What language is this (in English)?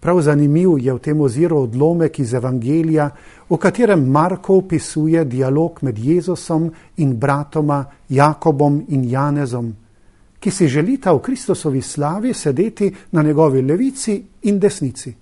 Slovenian